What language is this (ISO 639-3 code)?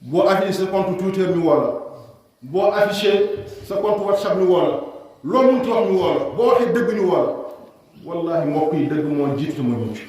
wol